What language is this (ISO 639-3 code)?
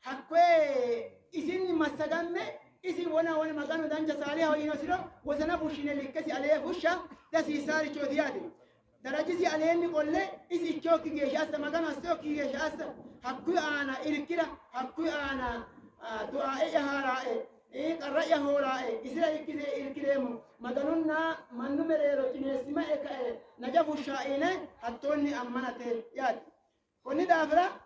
sid